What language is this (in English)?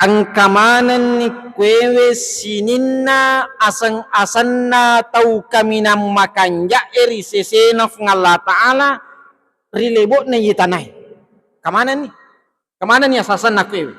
Buginese